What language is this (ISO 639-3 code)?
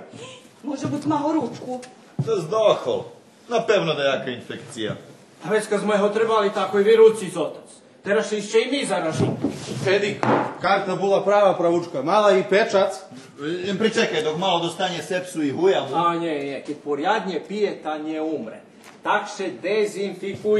rue